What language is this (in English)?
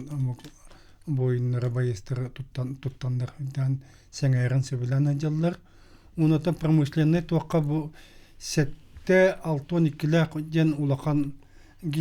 Yakut